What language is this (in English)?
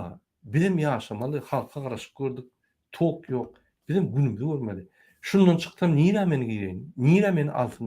Turkmen